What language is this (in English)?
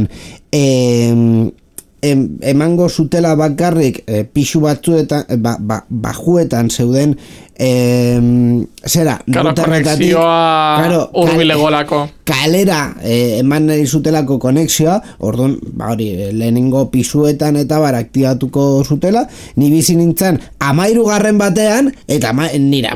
Basque